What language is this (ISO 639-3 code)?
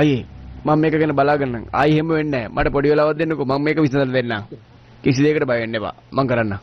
sin